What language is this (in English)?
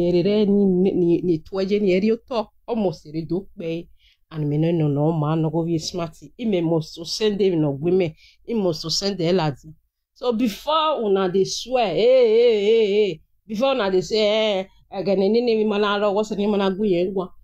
Nigerian Pidgin